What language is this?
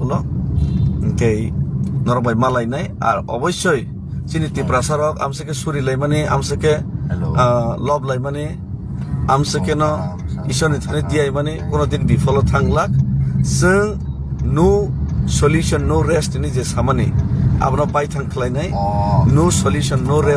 Kok Borok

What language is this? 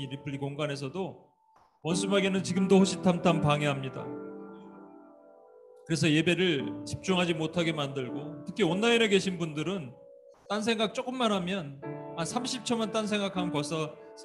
Korean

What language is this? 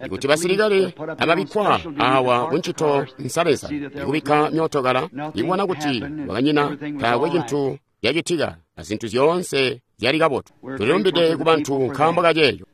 Tonga (Zambia)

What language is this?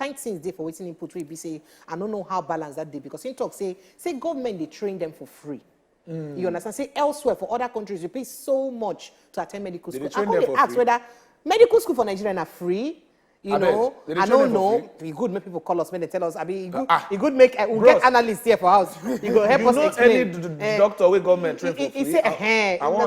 Nigerian Pidgin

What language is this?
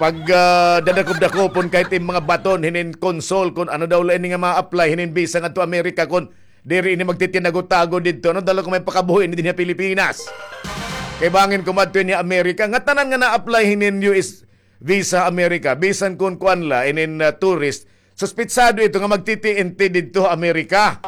Waray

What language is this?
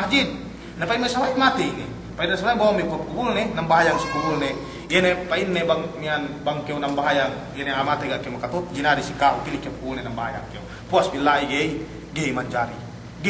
Yakan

